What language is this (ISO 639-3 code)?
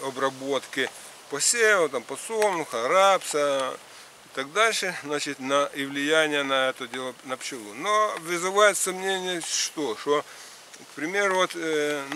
rus